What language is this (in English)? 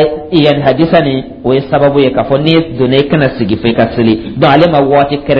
Dyula